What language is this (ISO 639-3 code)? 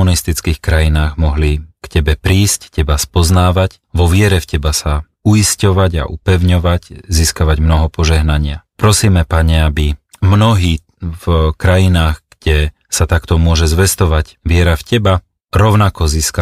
slk